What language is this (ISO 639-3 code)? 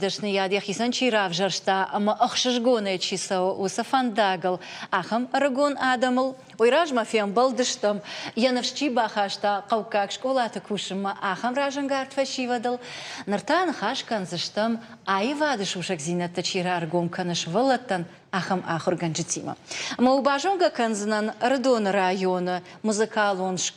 oss